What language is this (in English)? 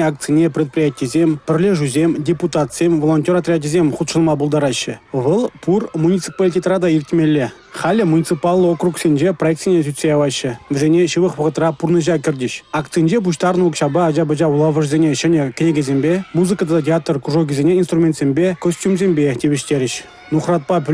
Chuvash